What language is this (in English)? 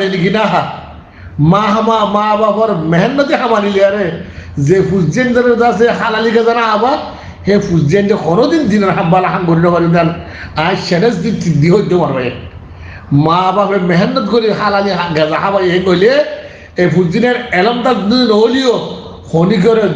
Rohingya